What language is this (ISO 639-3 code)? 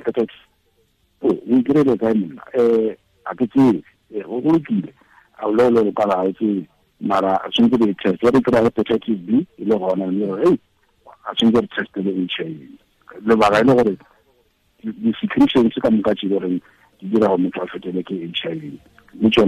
tsn